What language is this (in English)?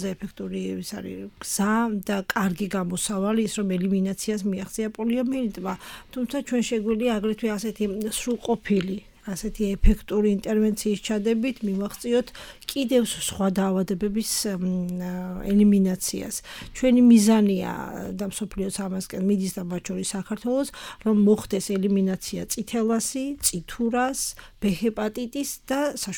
Georgian